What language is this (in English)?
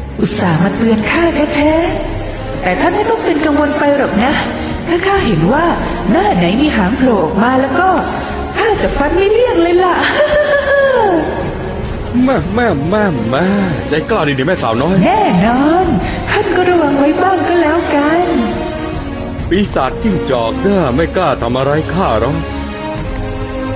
Thai